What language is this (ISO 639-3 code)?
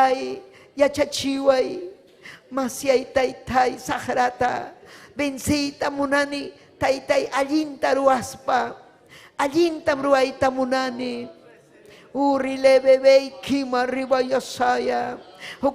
quy